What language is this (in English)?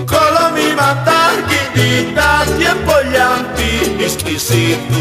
South Bolivian Quechua